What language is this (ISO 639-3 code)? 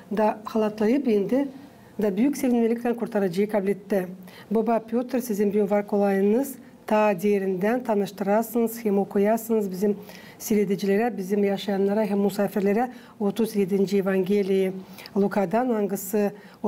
gag